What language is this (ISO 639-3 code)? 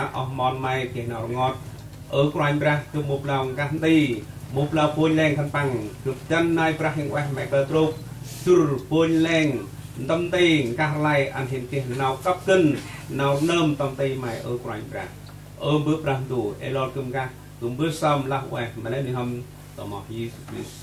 cmo